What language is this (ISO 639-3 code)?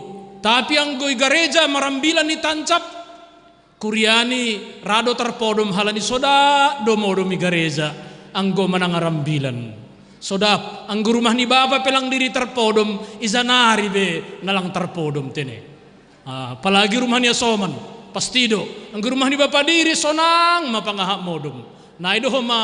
bts